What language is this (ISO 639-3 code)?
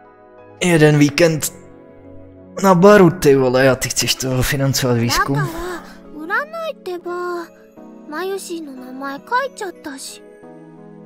ces